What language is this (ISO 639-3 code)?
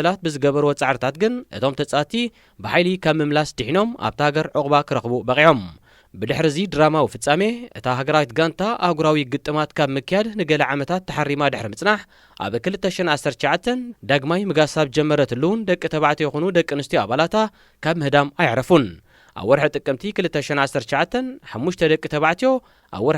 tir